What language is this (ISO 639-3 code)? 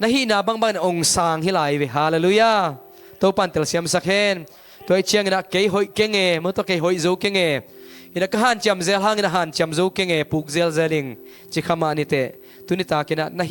ctd